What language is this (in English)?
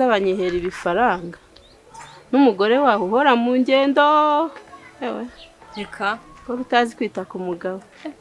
Kinyarwanda